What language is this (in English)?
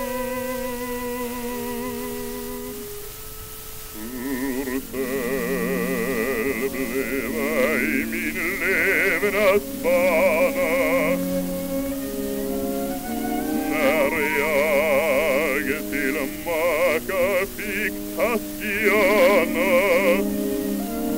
Swedish